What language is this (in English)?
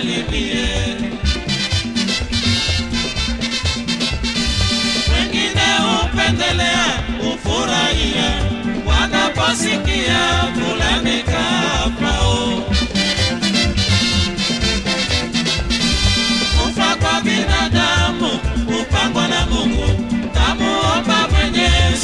Swahili